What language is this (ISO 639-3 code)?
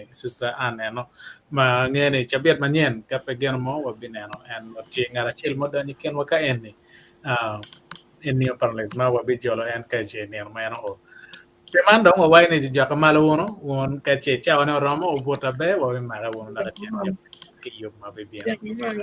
ach